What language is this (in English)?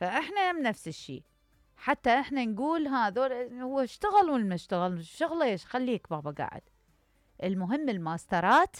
Mesopotamian Arabic